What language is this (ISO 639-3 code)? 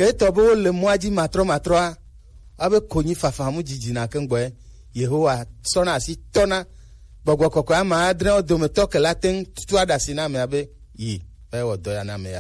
gej